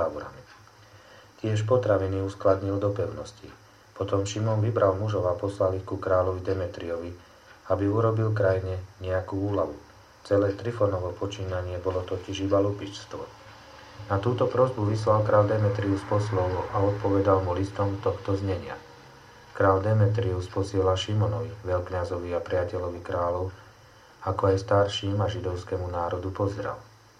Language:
Slovak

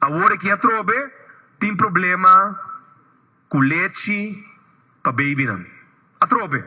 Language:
Papiamento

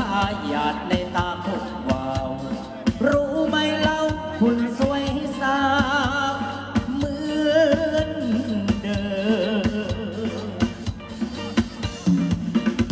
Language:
Thai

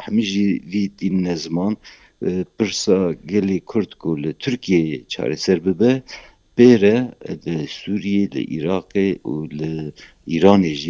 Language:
Kurdish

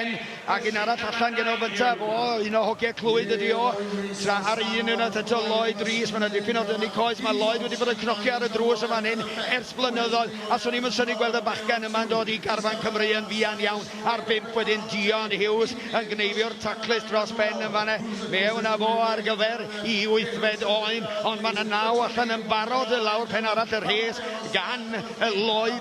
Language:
Welsh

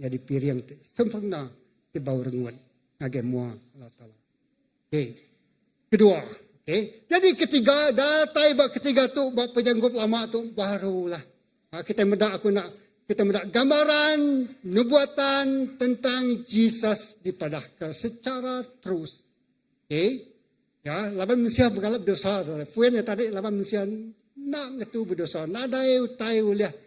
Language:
Iban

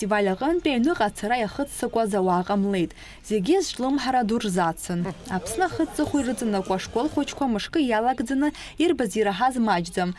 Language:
Abkhazian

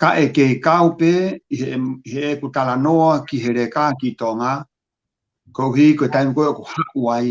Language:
Tongan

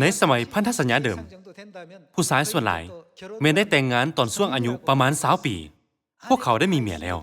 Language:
Lao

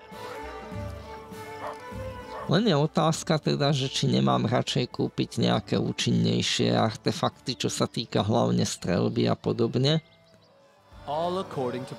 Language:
Slovak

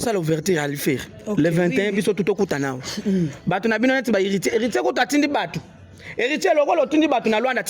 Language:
Lingala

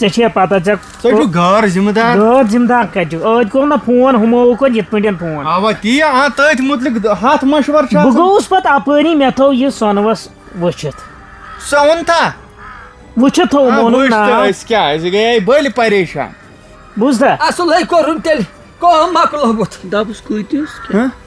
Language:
Kashmiri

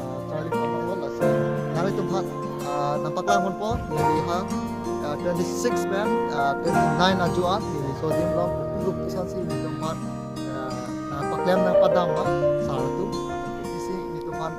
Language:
Karbi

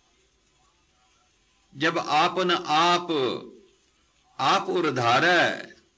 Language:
Punjabi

